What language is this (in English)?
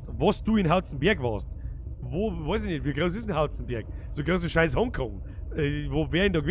Bavarian